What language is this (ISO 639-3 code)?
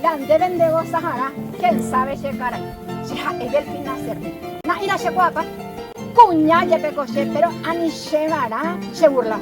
grn